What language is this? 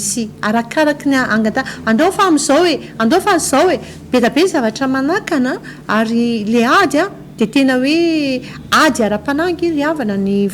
Malagasy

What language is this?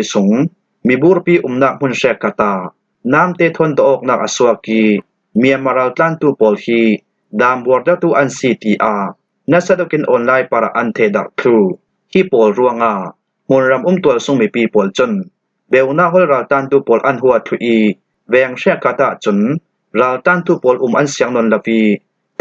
Falam Chin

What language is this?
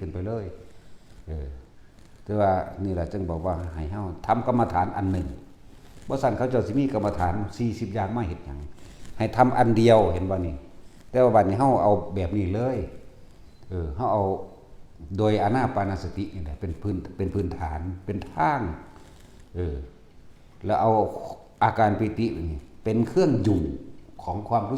Northeastern Thai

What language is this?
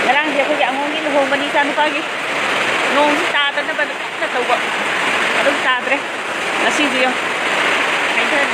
Manipuri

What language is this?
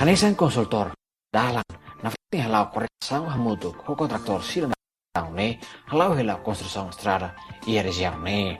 Tetum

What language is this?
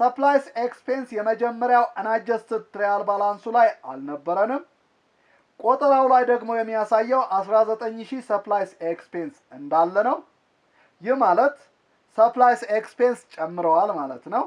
Amharic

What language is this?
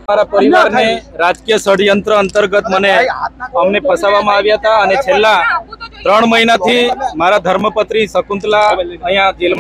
Gujarati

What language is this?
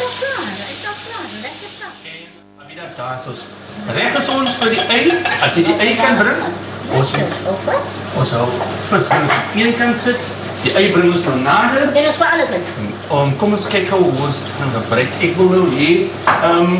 Afrikaans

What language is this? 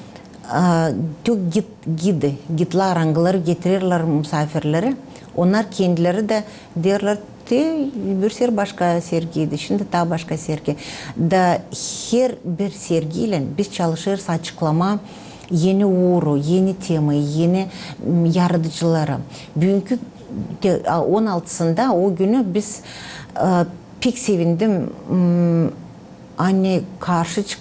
Gagauz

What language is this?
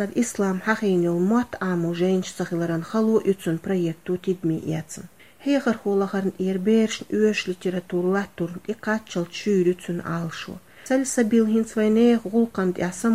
Chechen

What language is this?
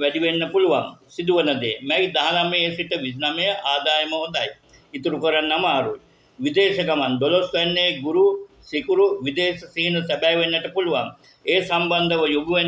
Sinhala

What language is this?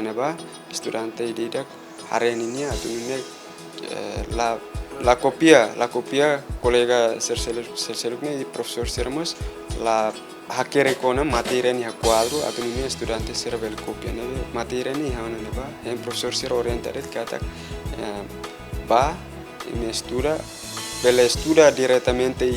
Tetum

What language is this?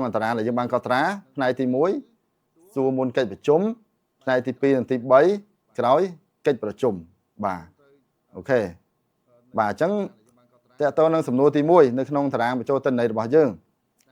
Khmer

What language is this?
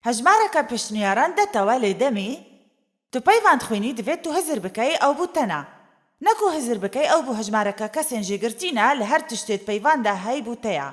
Kurdish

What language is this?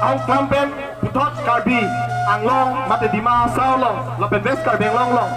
Karbi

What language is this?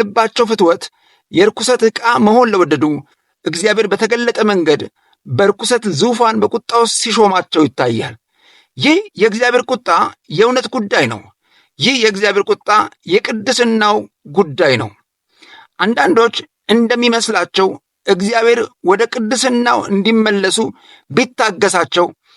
Amharic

